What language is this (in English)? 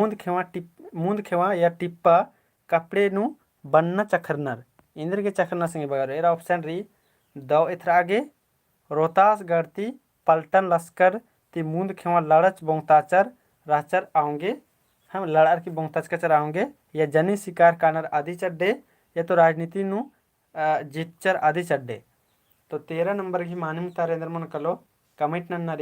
Kurukh